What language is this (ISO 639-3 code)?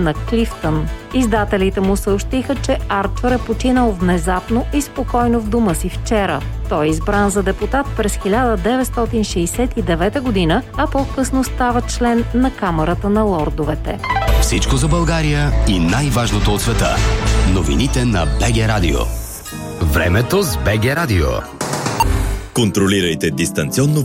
bul